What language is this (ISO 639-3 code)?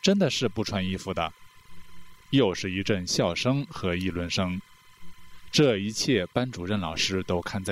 zho